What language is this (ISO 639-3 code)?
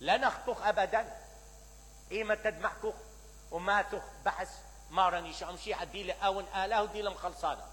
acm